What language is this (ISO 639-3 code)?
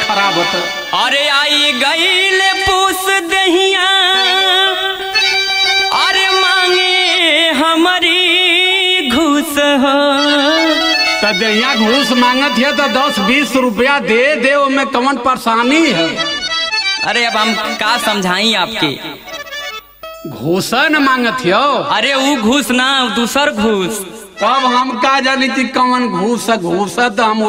bho